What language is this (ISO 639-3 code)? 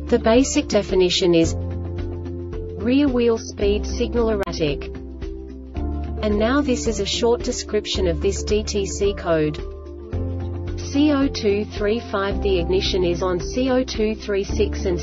eng